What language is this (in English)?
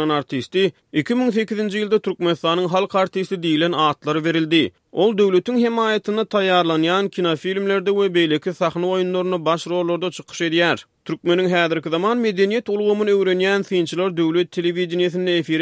Turkmen